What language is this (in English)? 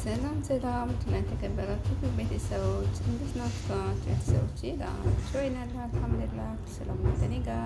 Amharic